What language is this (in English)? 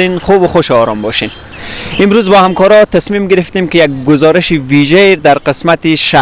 Persian